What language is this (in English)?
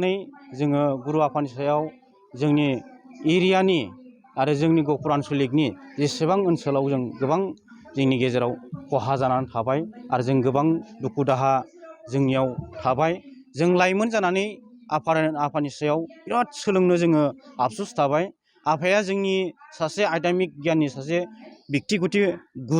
Bodo